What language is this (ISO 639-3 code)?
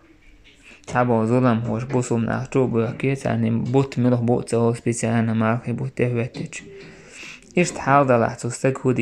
che